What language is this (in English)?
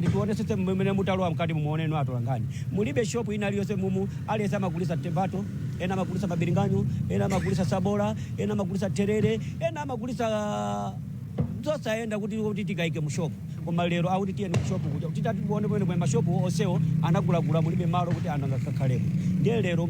Nyanja